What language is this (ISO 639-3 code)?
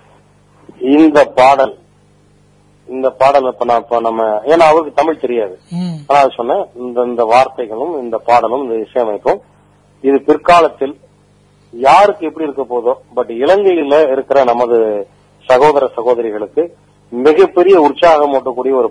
tam